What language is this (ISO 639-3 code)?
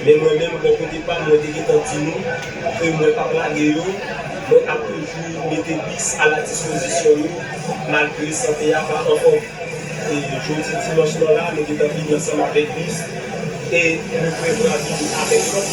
hat